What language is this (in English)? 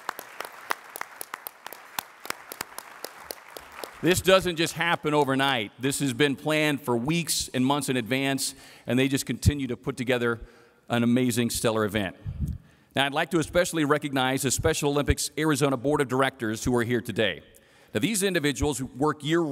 English